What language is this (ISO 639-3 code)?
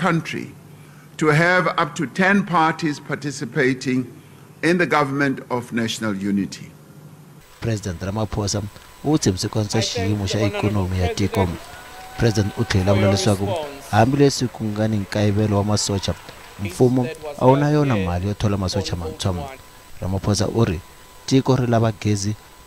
tso